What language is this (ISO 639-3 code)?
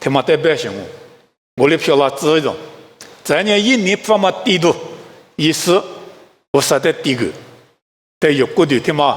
lis